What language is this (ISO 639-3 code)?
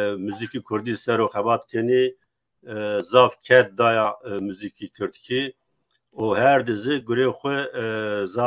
zza